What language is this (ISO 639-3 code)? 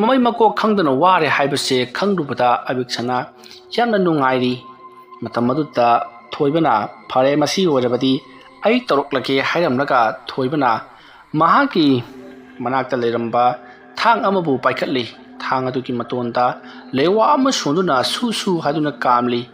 mni